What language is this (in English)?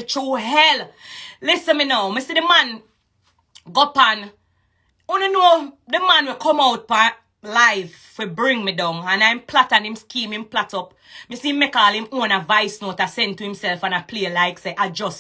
Jamaican Creole English